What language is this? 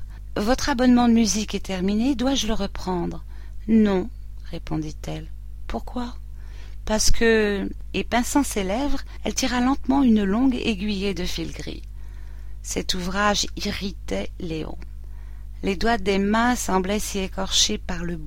French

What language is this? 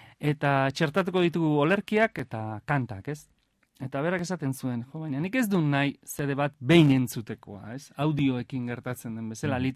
Basque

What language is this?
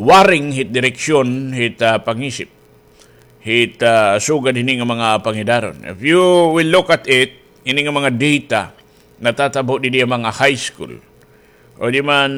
Waray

